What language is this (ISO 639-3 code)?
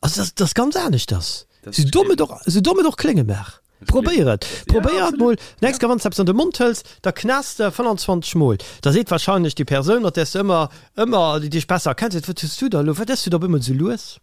ltz